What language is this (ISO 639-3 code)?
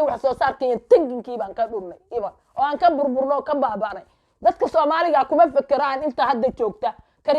som